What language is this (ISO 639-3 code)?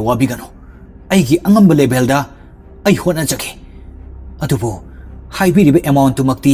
mni